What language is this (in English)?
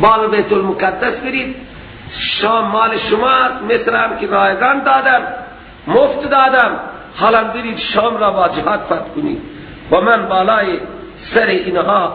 Persian